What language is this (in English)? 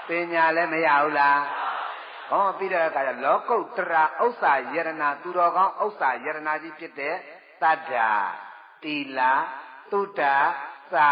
Burmese